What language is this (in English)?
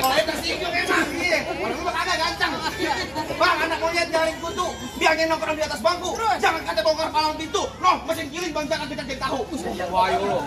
Betawi